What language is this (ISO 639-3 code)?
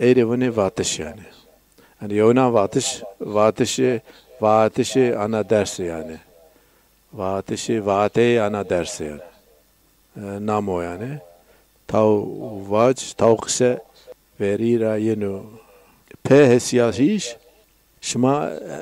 zza